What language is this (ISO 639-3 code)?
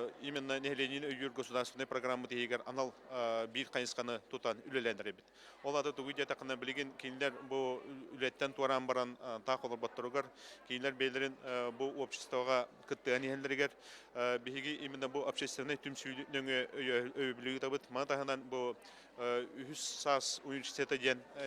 sah